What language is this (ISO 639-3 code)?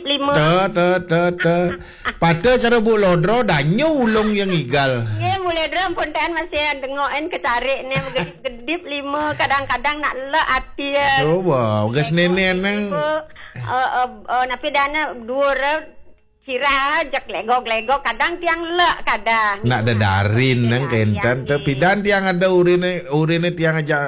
ban